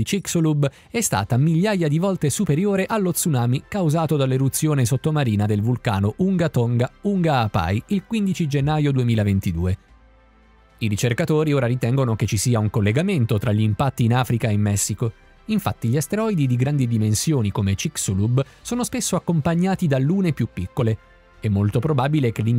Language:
Italian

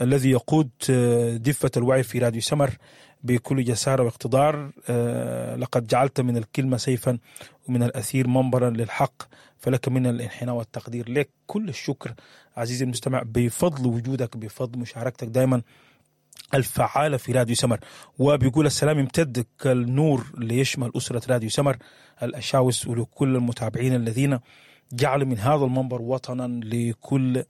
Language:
Sudanese Arabic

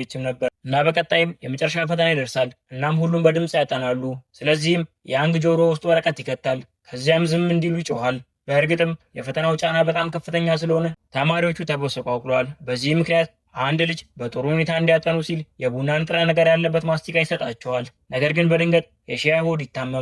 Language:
Amharic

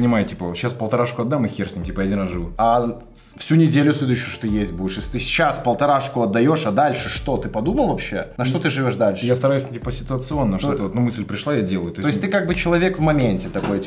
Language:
Russian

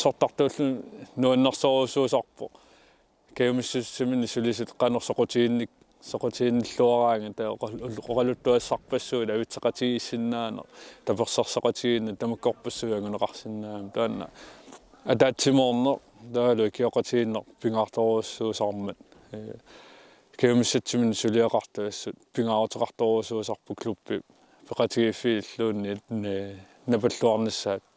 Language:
Kalaallisut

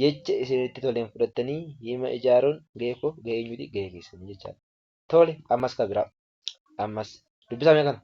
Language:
Oromo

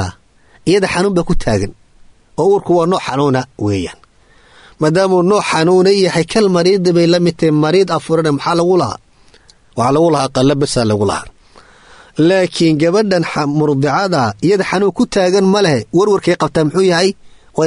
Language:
Somali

